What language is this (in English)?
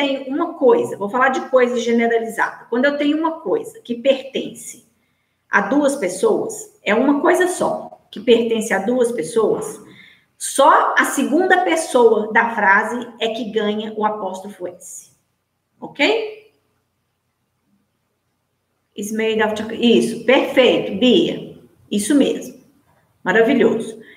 Portuguese